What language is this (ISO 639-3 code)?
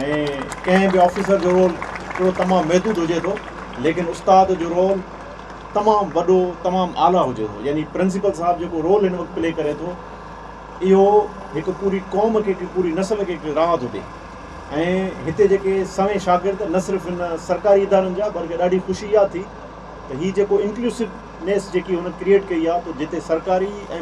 snd